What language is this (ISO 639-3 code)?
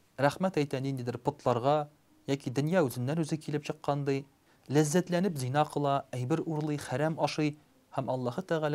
tat